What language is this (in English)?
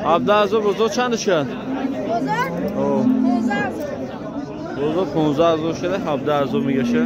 Tajik